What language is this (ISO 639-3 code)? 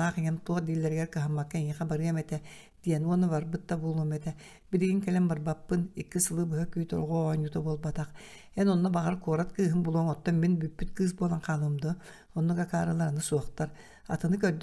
sah